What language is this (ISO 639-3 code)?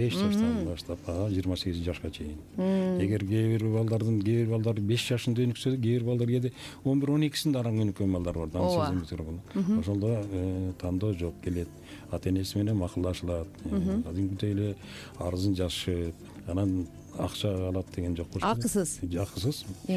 kir